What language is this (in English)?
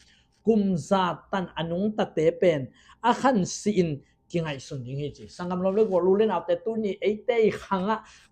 Tedim Chin